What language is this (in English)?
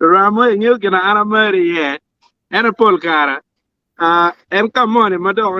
Acoli